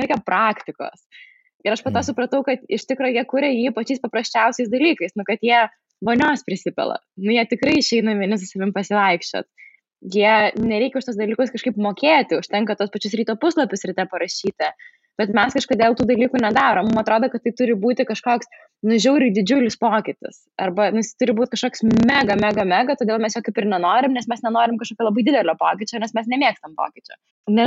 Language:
Lithuanian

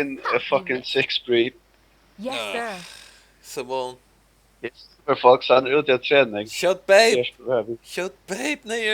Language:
Faroese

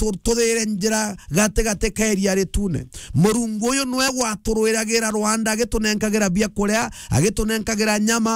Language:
Meru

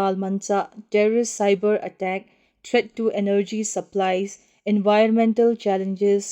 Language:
Thado Chin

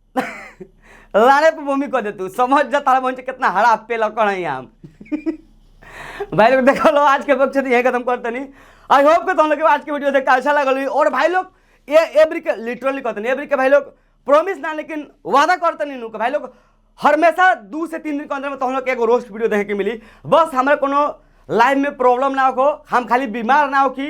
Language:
Bhojpuri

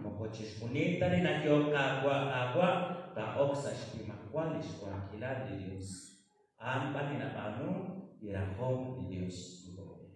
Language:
Kekchí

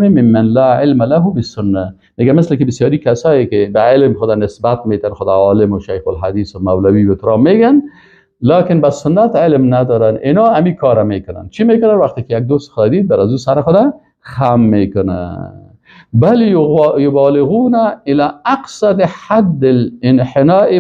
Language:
Persian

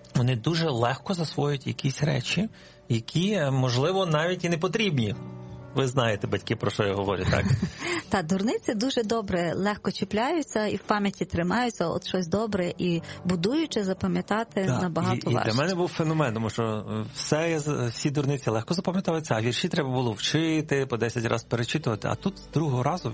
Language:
Ukrainian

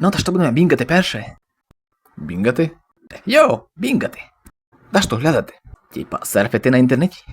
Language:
Rusyn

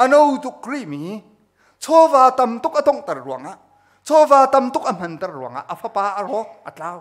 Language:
Hakha Chin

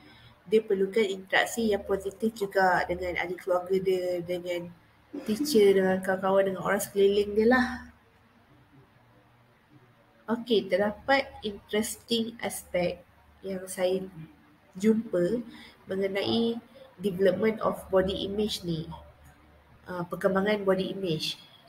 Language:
Malay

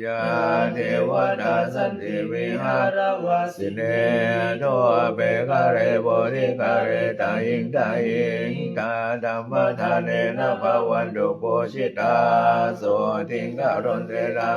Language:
Pali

